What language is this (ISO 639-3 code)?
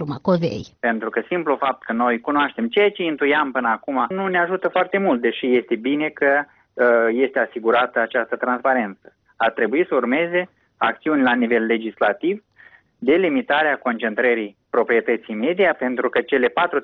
ron